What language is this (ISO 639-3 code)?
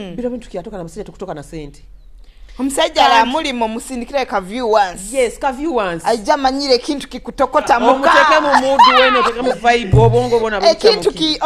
nyo